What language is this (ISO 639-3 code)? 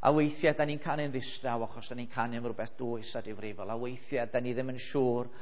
cym